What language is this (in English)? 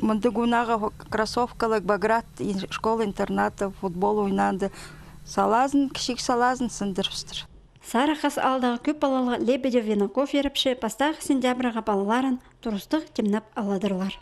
Khakas